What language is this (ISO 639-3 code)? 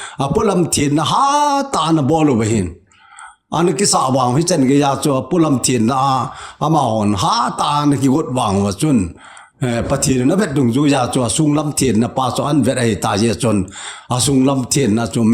tcz